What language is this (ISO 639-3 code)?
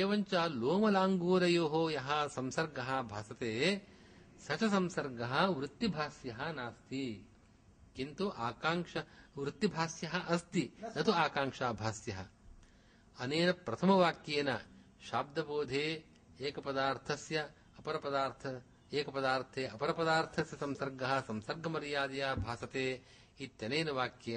san